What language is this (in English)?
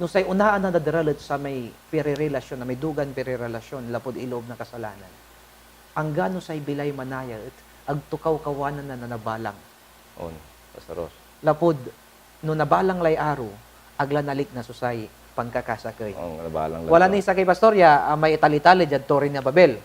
Pangasinan